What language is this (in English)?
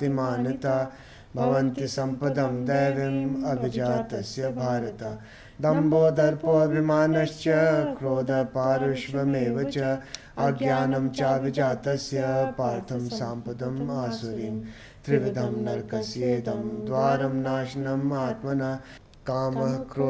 Sanskrit